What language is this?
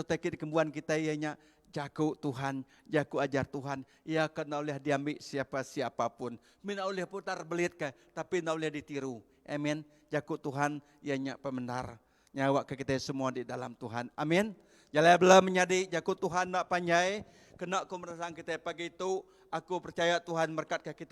Iban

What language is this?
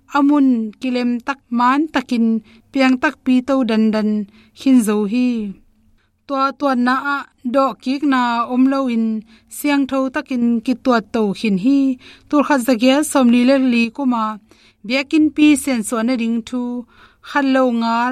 Tedim Chin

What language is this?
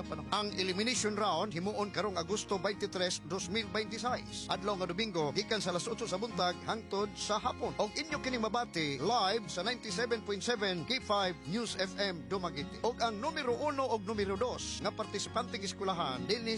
Cebuano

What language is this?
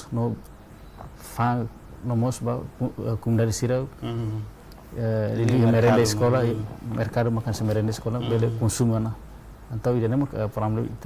Tetum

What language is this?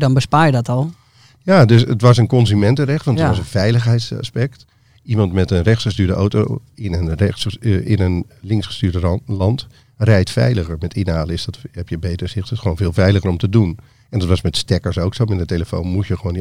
Dutch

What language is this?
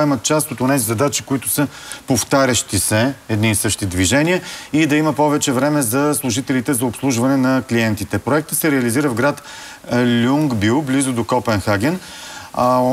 Bulgarian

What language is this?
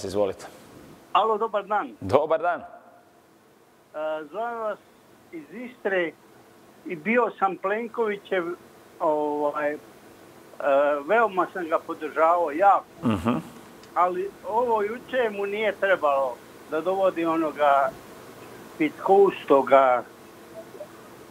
Croatian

